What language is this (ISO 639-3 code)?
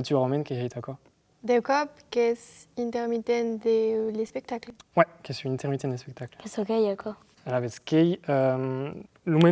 oci